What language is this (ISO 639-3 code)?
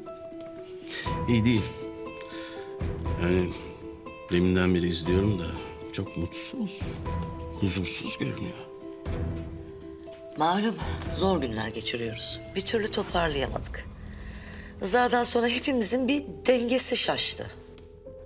tur